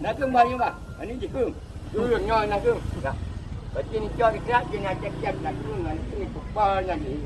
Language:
Achinese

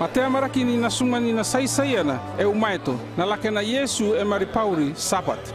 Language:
North Efate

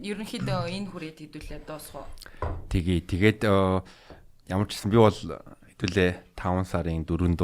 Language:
Mongolian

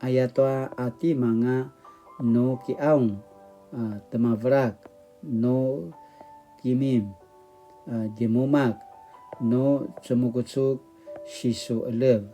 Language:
Paiwan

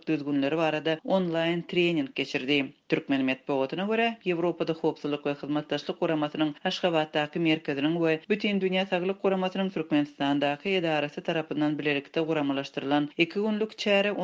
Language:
Turkmen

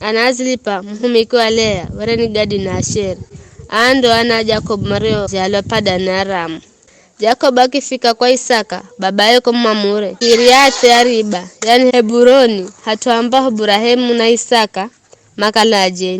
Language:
Giryama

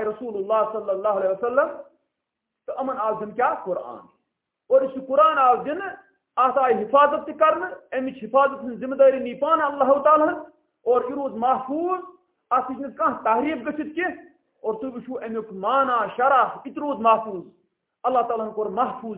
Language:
Kashmiri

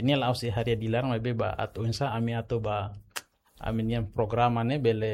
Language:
Tetum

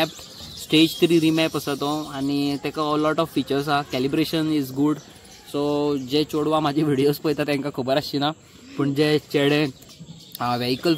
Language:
Konkani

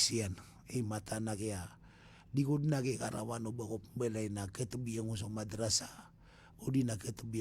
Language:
Maranao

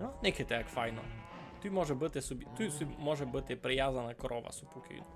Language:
Rusyn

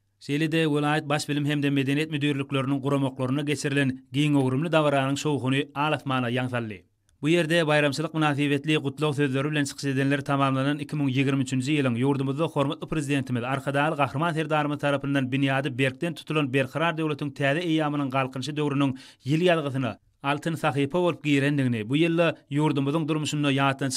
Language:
Turkmen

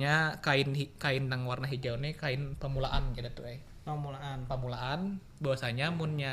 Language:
Banjar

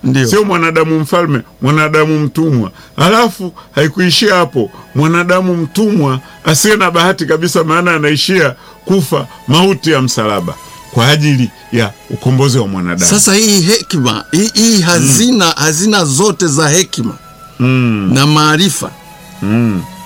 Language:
Swahili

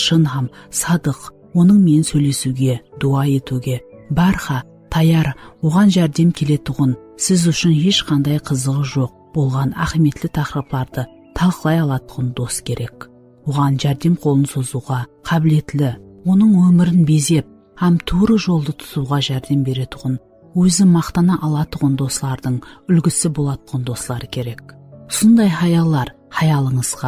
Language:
Kara-Kalpak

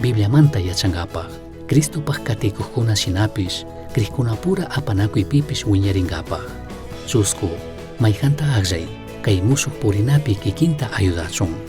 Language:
Chimborazo Highland Quichua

